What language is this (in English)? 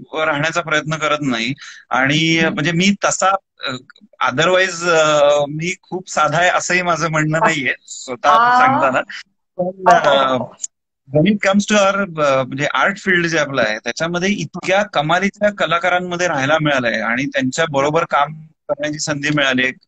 Marathi